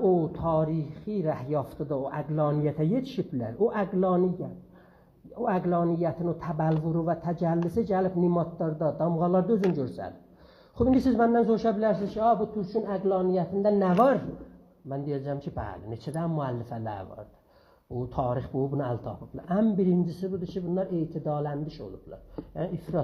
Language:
South Azerbaijani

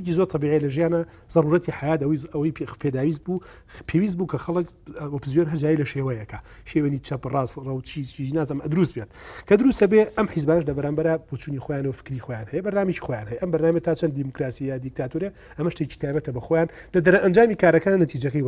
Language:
Central Kurdish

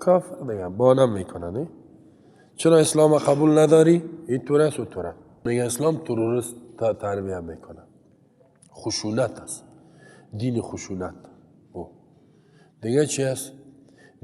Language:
Persian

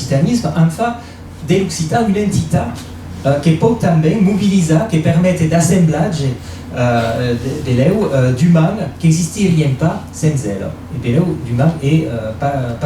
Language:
Occitan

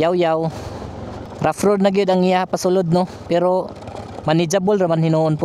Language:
Cebuano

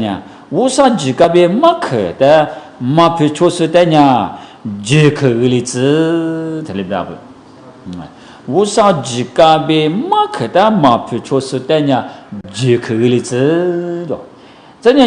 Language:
Lisu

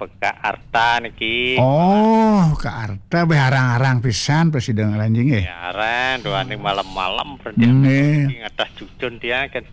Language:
Balinese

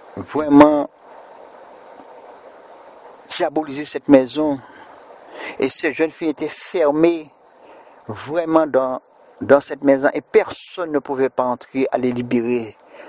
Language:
French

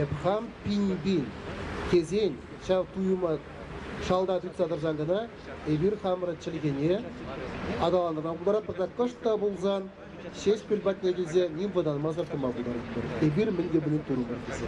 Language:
Chuvash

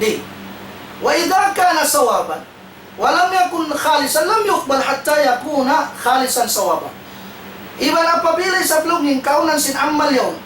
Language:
Tausug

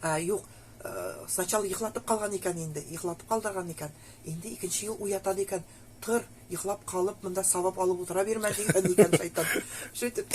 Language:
Nogai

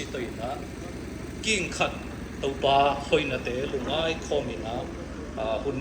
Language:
Siyin Chin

